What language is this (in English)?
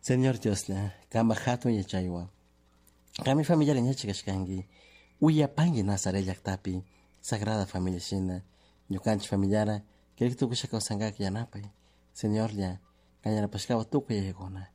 Chimborazo Highland Quichua